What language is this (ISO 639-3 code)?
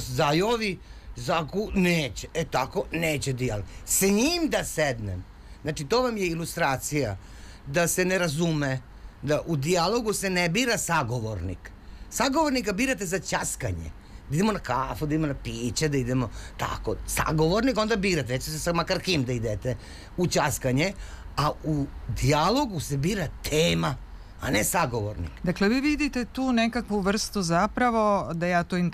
srp